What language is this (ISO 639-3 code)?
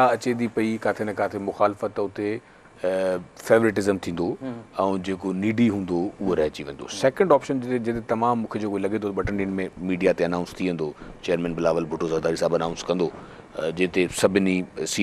snd